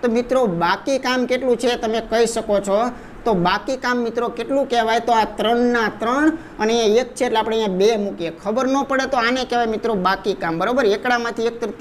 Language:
Gujarati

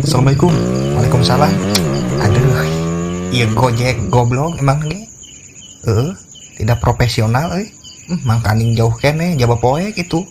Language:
Sundanese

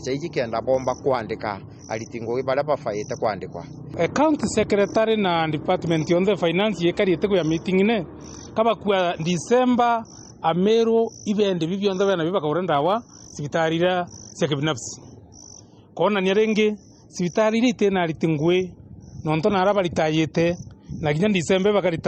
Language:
Meru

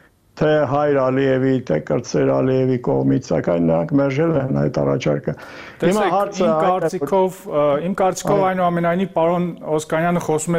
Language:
Armenian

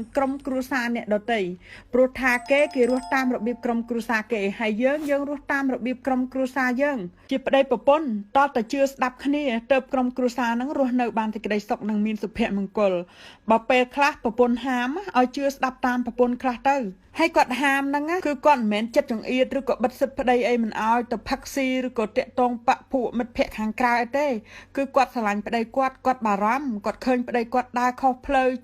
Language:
Khmer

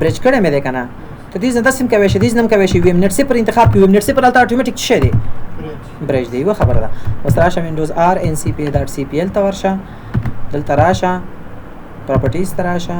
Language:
Pashto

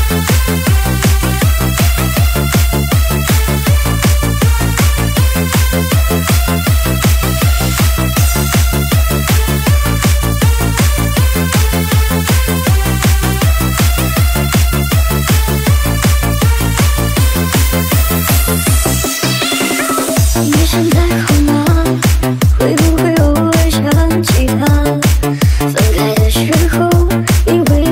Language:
Chinese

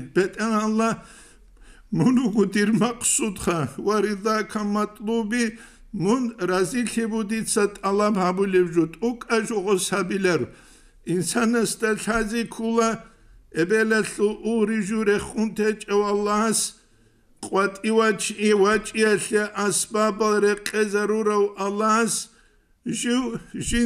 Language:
Avaric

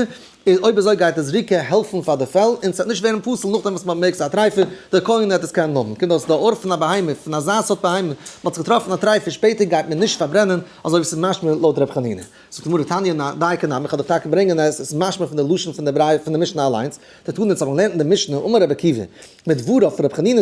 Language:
Yiddish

